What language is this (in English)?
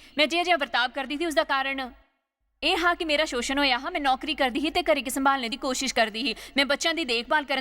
Dogri